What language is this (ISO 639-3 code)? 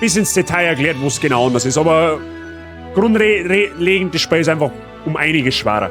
bar